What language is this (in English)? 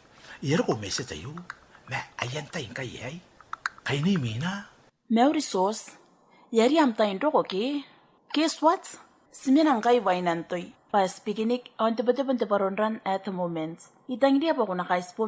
Gilbertese